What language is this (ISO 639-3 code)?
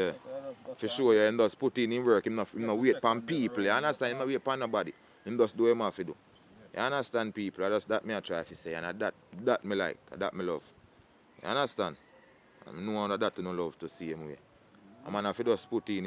jam